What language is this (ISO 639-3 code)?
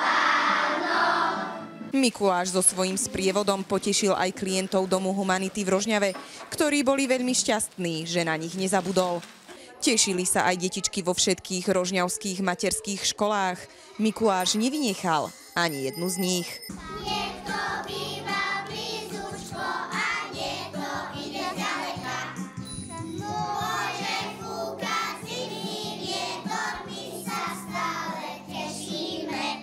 slk